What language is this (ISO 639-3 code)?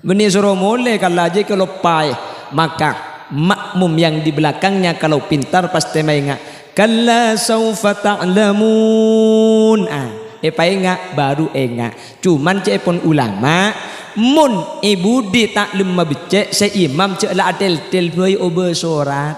mad